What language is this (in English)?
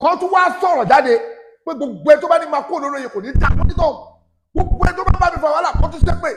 Yoruba